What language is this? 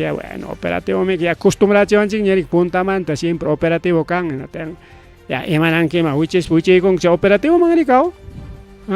Ayacucho Quechua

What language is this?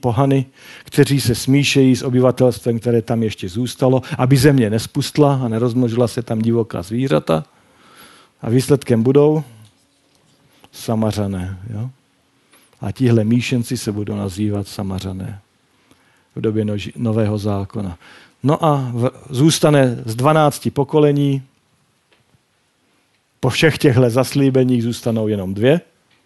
Czech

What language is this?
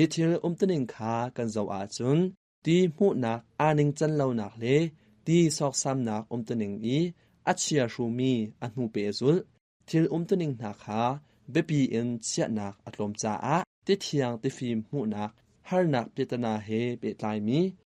Hakha Chin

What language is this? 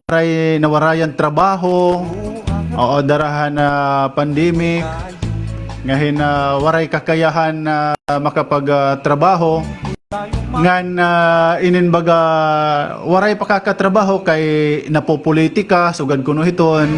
Waray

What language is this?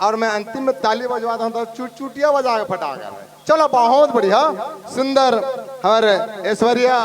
Chhattisgarhi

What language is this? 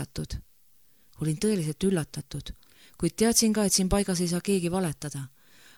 Estonian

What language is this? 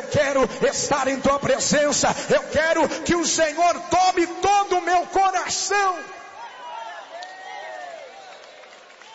Portuguese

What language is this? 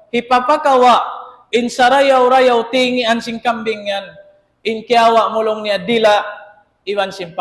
Tausug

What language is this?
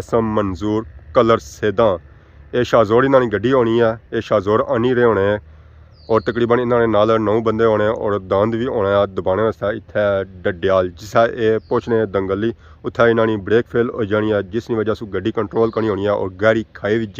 Pahari-Potwari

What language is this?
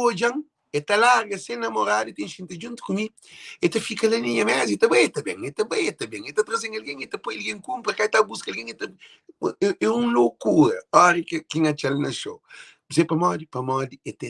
Kabuverdianu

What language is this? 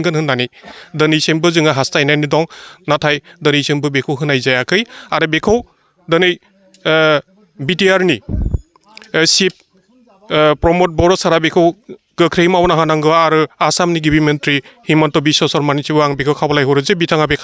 Bodo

